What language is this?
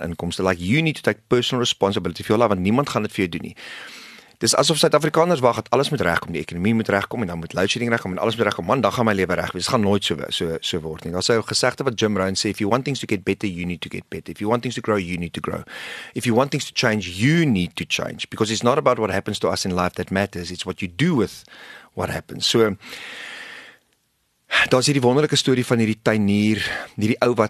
Afrikaans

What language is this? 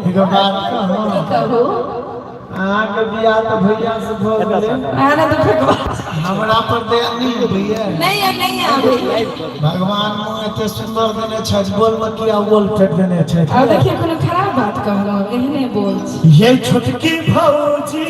Maithili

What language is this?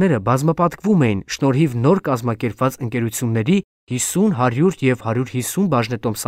Armenian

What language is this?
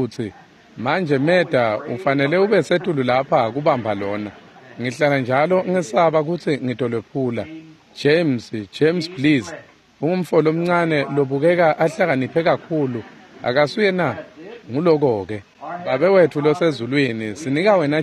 Swati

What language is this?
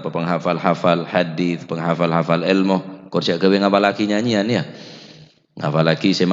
Madurese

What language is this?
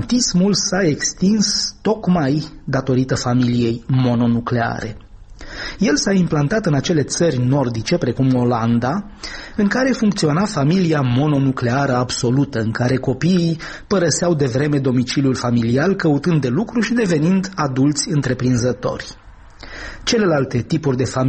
Romanian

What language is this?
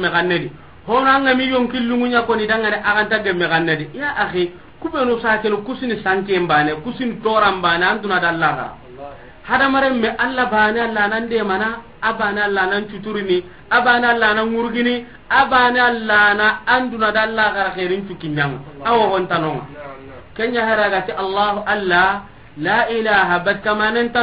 Soninke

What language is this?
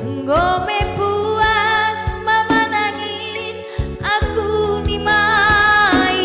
Batak Karo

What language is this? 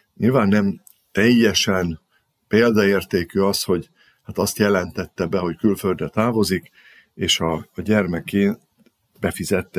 Hungarian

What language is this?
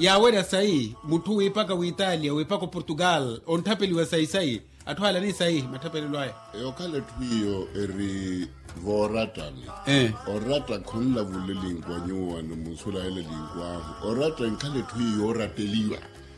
Makhuwa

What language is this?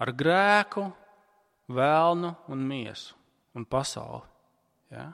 Latvian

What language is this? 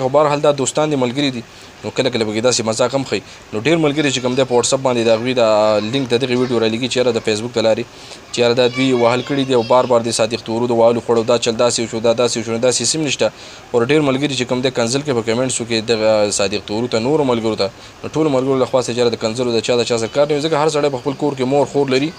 Pashto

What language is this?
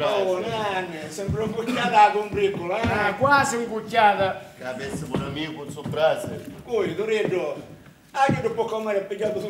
Sicilian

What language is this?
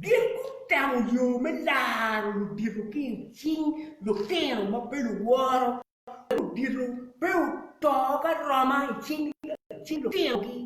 Acoli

